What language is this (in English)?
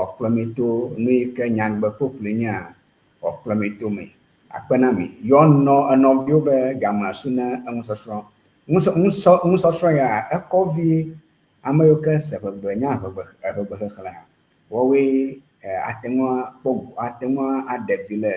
Ewe